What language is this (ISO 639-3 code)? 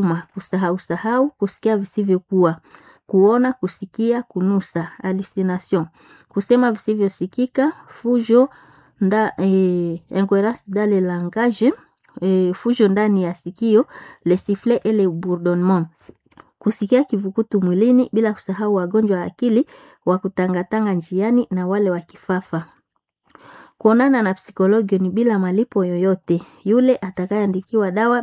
swa